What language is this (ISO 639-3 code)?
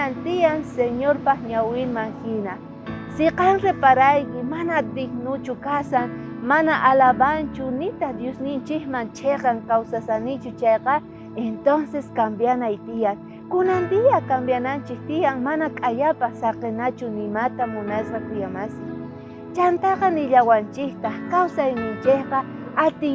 quh